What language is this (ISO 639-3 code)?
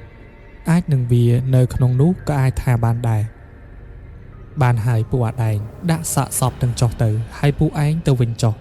khm